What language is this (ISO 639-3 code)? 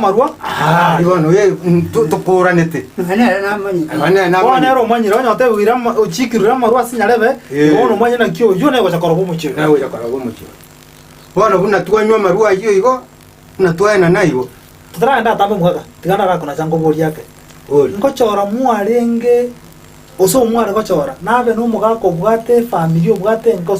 guz